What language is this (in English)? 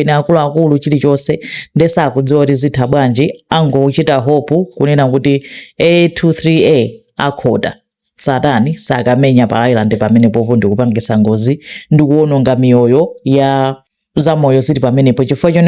Nyanja